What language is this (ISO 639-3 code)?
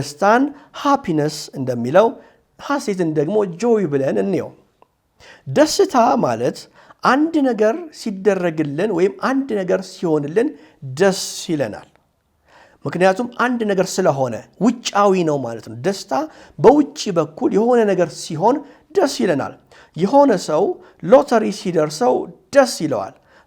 amh